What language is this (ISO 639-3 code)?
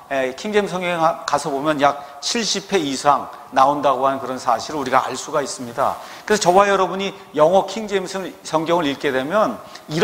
kor